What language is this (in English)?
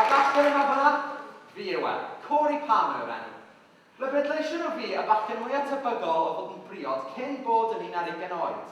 Welsh